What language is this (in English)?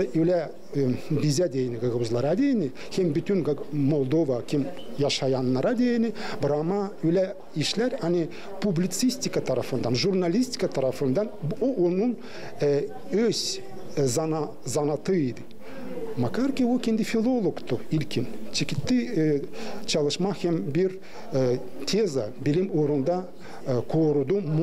Gagauz